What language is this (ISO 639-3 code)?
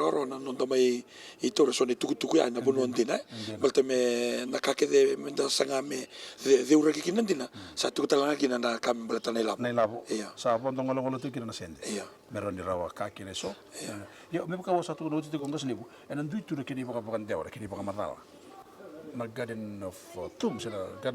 fij